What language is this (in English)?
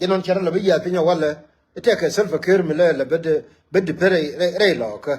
Nuer